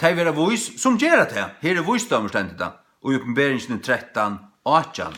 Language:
Faroese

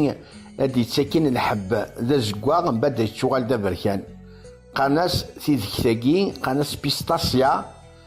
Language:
Kabyle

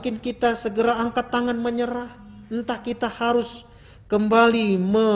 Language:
Batak Karo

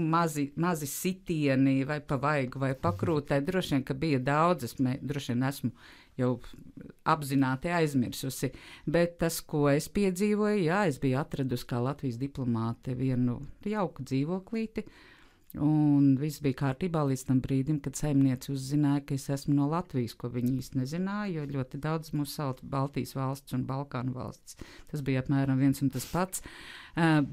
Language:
Latvian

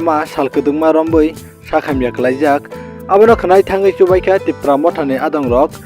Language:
Kok Borok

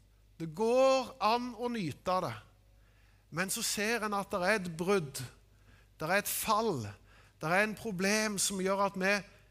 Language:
Norwegian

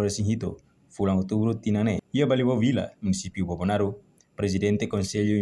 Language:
Tetum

